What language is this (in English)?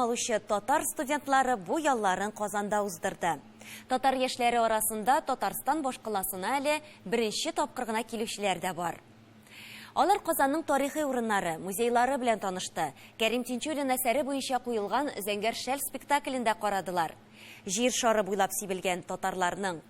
Tatar